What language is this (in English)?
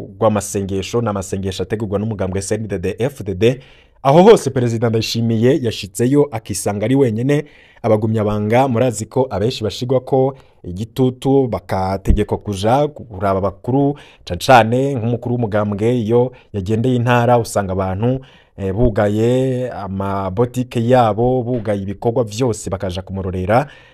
Rundi